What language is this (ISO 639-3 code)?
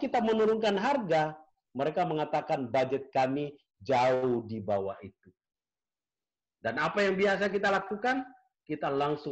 ind